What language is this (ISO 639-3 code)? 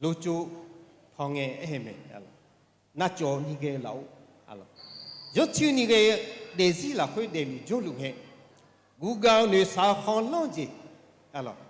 ahk